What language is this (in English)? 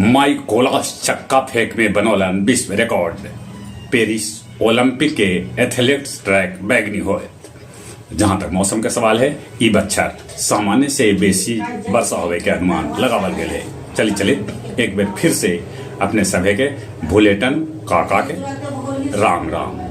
Magahi